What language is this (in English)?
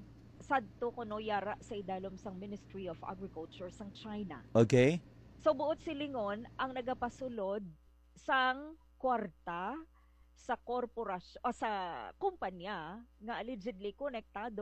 Hiligaynon